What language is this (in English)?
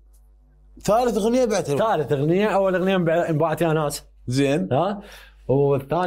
Mesopotamian Arabic